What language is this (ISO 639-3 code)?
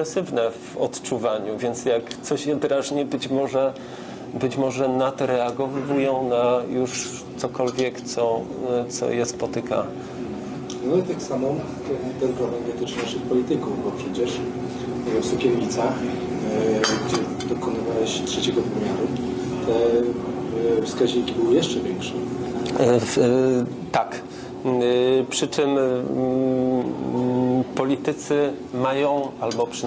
pol